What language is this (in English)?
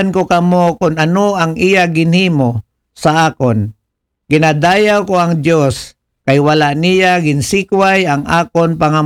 Aklanon